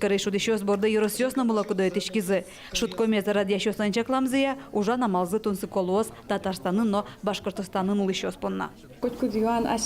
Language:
Udmurt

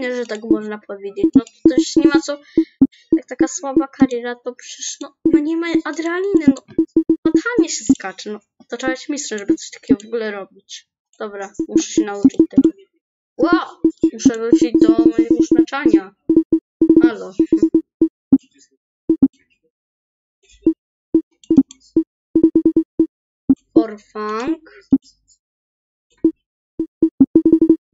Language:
Polish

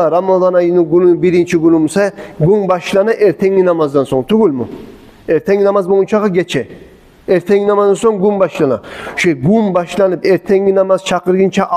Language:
Kumyk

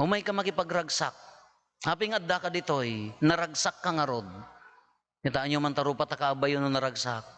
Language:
Iloko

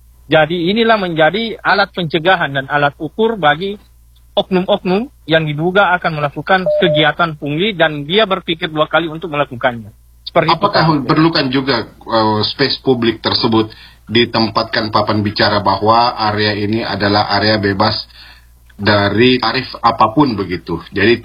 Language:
Indonesian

